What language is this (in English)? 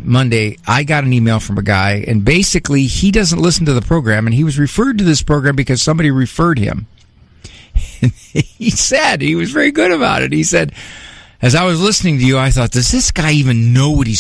English